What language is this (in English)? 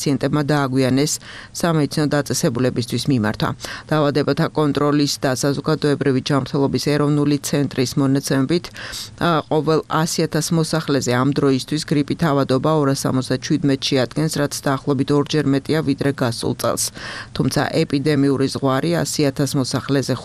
Georgian